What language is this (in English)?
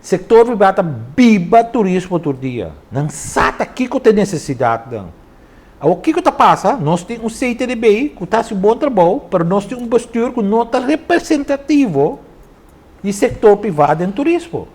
Papiamento